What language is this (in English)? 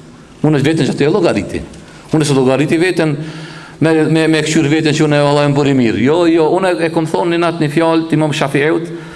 Albanian